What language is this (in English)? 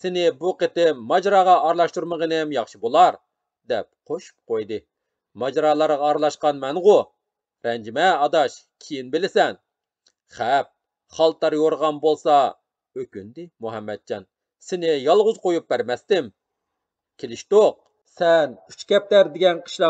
Uyghur